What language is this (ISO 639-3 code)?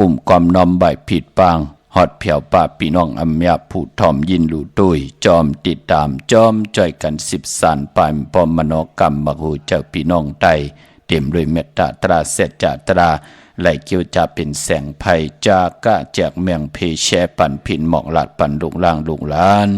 shn